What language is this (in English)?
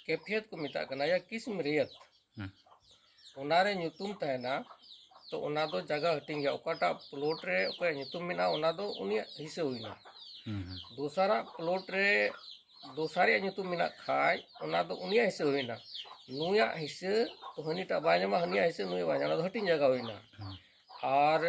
Santali